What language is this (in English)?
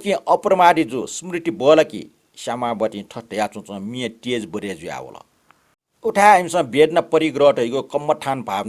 Newari